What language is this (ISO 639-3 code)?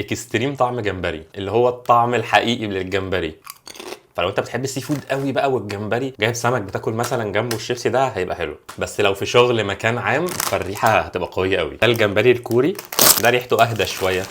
arz